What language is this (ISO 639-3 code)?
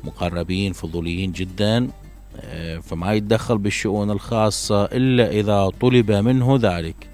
acm